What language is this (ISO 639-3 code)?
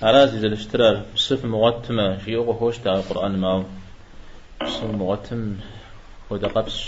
kbd